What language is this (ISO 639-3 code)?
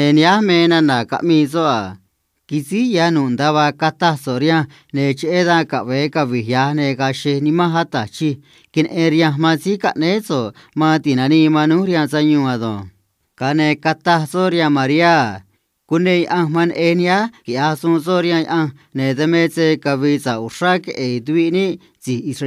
trc